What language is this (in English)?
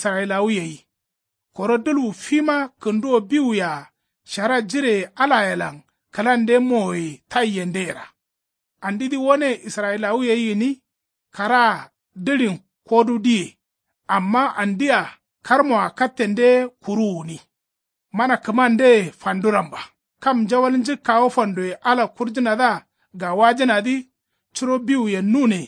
Kanuri